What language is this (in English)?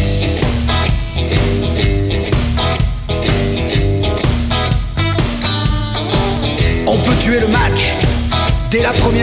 French